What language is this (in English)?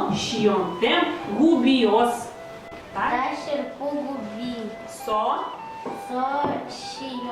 Udmurt